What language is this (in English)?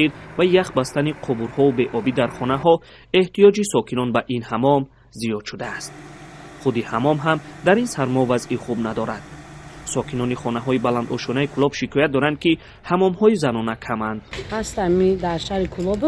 Tajik